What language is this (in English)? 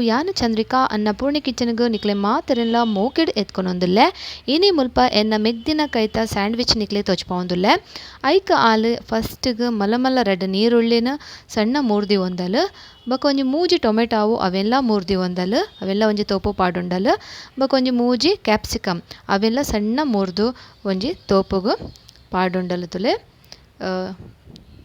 Tulu